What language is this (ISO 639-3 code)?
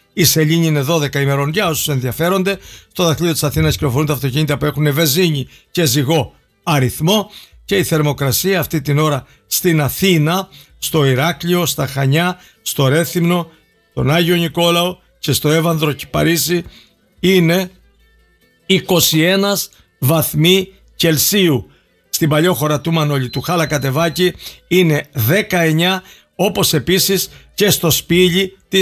ell